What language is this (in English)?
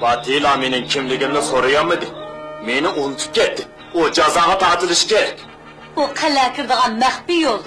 Uyghur